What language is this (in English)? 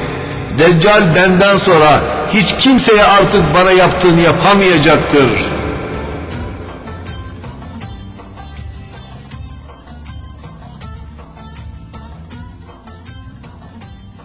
Turkish